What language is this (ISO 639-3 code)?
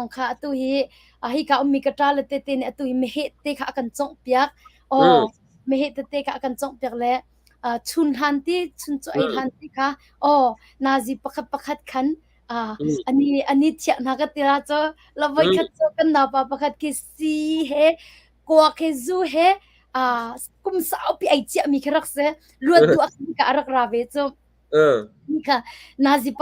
cnh